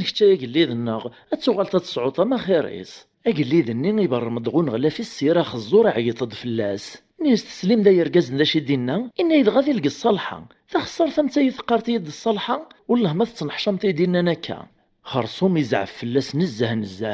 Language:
Kabyle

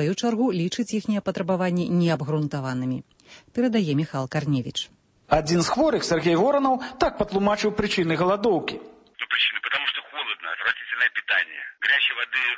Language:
Belarusian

